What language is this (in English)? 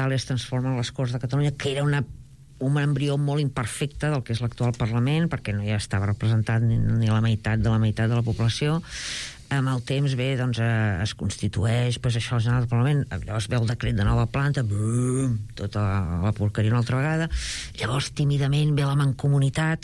Catalan